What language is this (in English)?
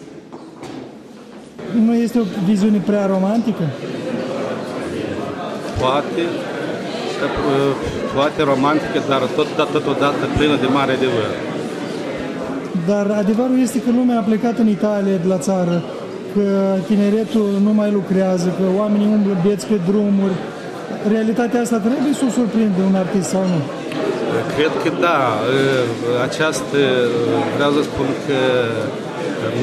Romanian